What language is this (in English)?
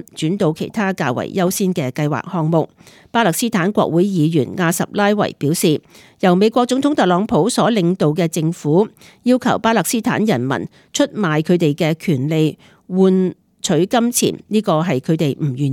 Cantonese